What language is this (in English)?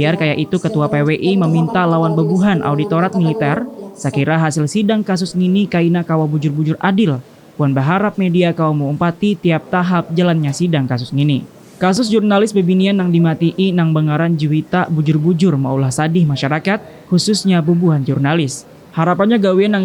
Banjar